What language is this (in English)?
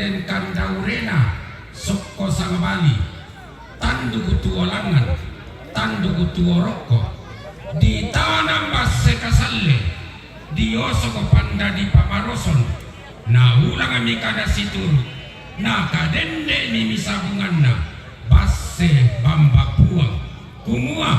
Toraja-Sa'dan